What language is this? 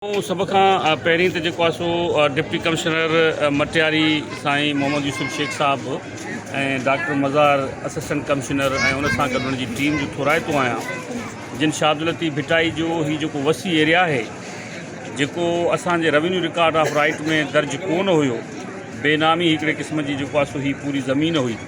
Sindhi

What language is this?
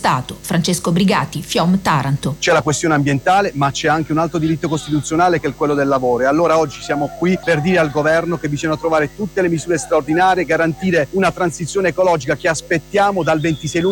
Italian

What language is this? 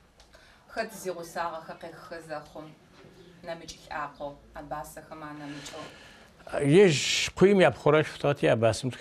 Adyghe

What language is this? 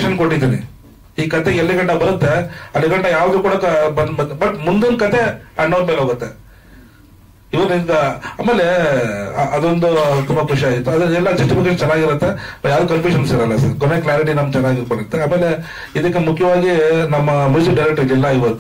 Kannada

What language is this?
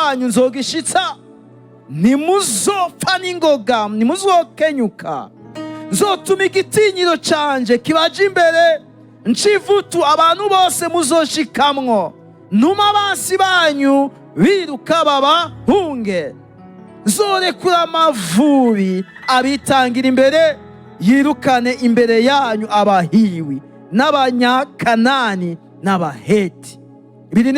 Rundi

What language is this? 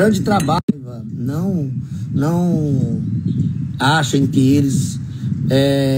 Portuguese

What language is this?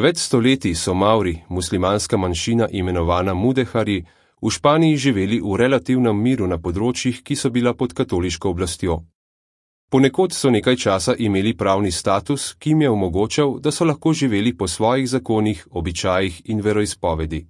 Slovenian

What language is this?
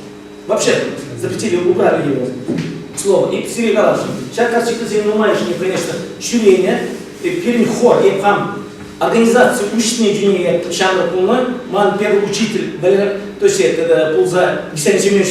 Chuvash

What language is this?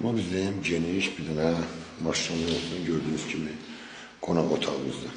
Azerbaijani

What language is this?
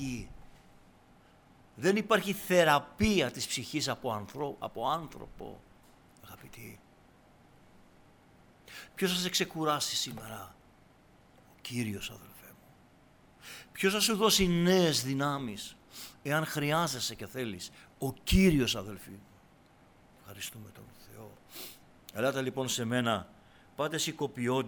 Greek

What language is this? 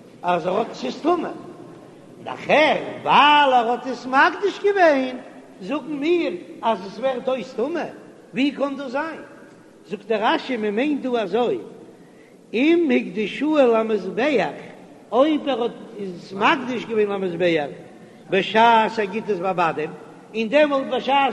Yiddish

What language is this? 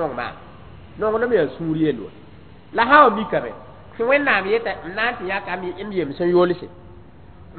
Mossi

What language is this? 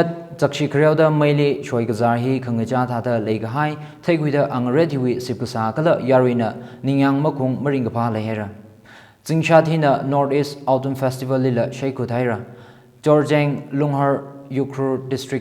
Tangkhul Naga (India)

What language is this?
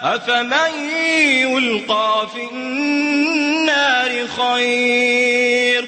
Maranao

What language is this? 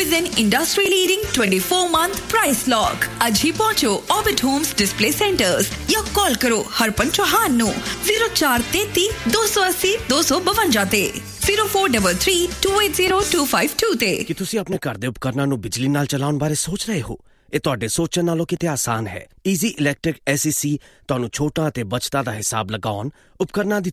Punjabi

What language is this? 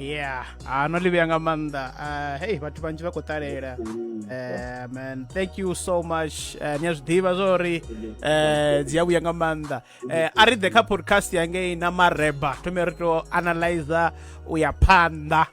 Venda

